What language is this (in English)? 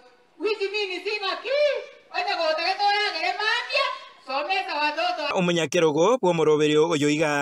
Gusii